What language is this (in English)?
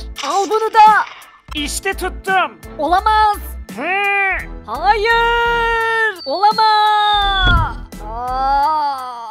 Turkish